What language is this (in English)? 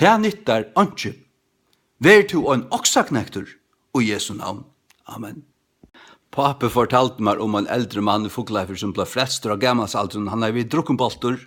Faroese